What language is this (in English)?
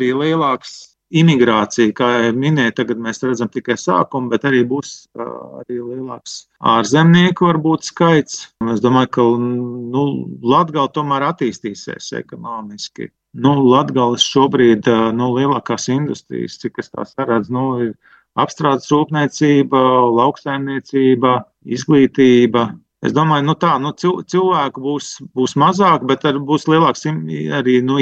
Latvian